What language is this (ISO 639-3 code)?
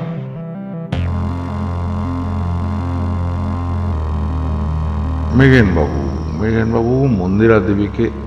ben